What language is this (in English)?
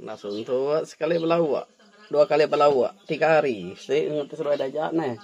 Iban